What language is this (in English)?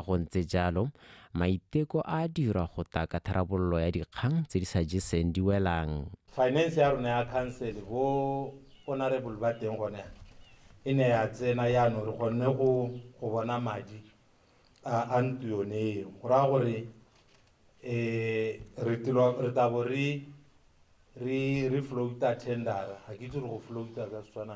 Tswana